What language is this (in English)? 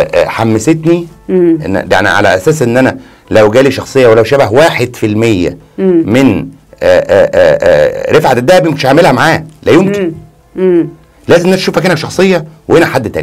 Egyptian Arabic